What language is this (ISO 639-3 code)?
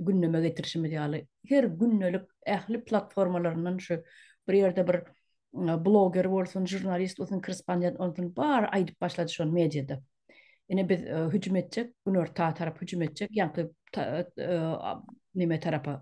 tuk